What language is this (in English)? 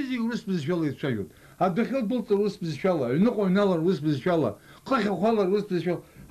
Abkhazian